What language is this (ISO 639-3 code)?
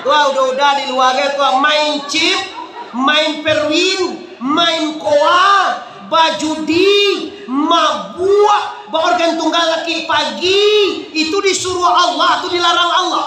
min